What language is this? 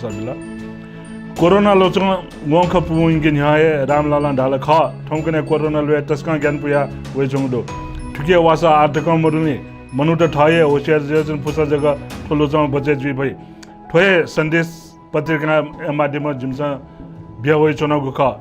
Newari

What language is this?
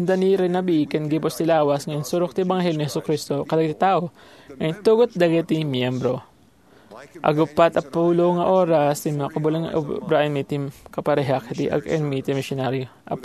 Iloko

